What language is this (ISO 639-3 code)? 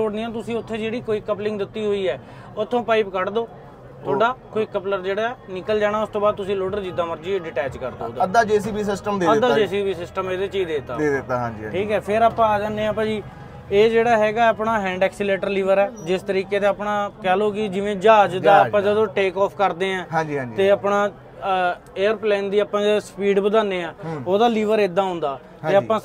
pan